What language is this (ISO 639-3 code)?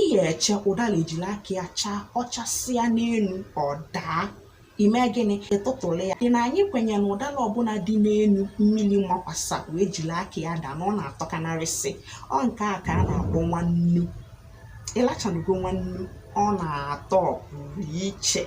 ibo